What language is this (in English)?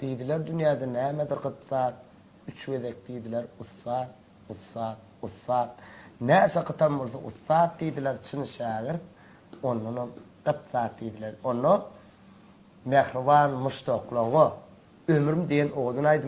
Turkmen